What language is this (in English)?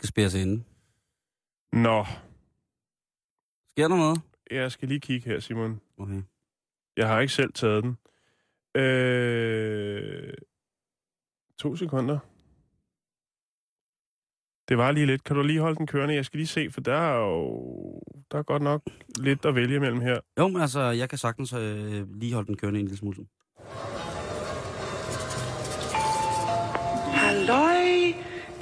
Danish